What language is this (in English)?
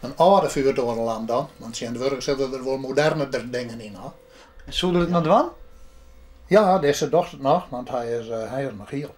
Western Frisian